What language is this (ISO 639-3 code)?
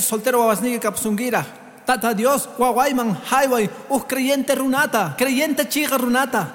que